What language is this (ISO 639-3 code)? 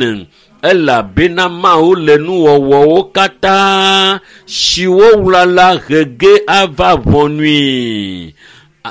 ewe